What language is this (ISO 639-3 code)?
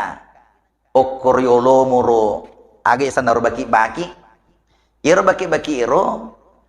bug